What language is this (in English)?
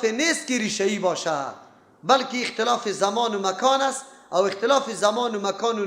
Persian